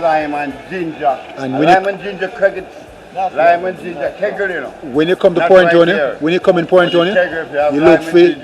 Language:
Jamaican Creole English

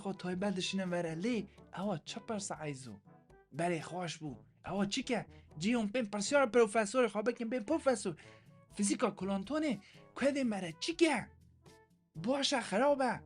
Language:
Kurdish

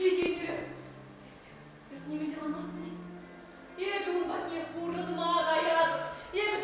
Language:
Chuvash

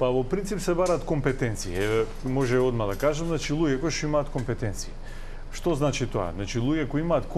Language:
Macedonian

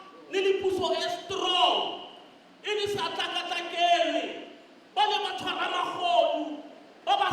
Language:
Tswana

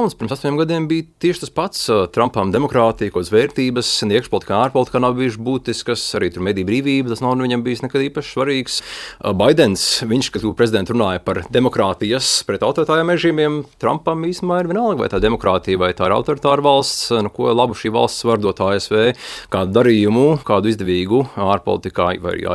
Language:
Latvian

